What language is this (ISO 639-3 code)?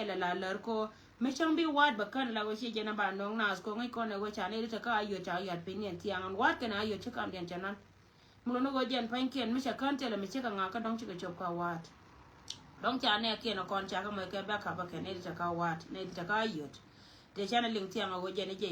nus